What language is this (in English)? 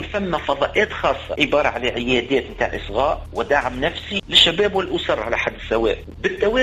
Tunisian Arabic